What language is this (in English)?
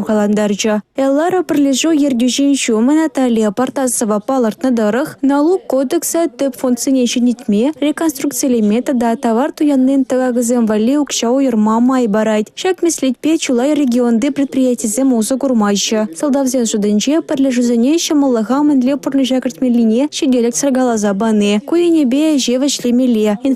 Chuvash